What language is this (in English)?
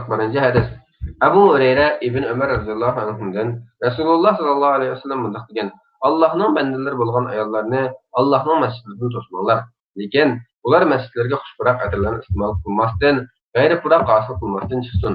Uyghur